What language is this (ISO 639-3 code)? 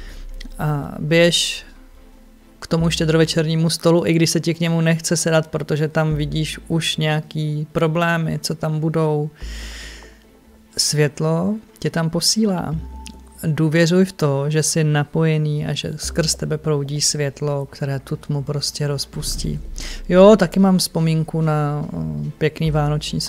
ces